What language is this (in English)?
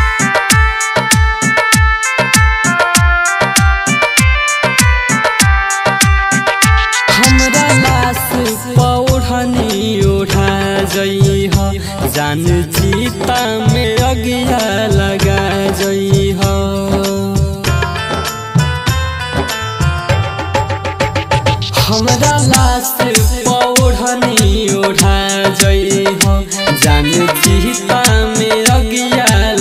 Bhojpuri